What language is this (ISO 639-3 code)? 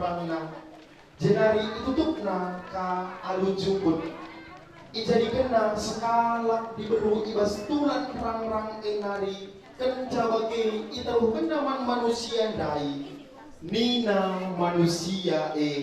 btx